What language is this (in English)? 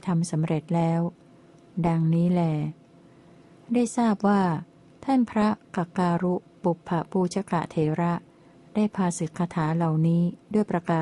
Thai